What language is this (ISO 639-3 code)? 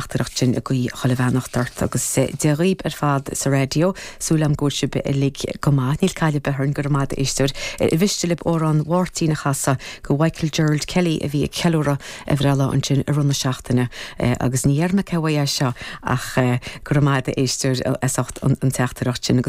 gle